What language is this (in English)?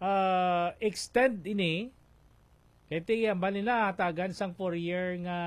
Hiligaynon